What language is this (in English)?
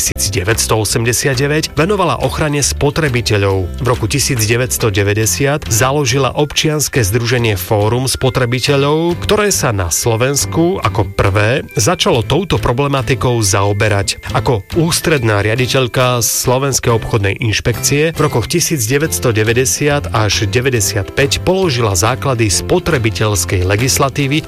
Slovak